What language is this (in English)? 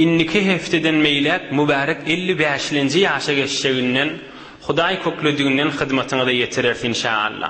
Turkmen